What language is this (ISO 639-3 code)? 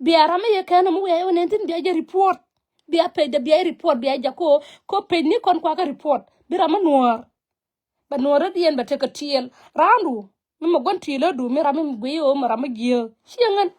nus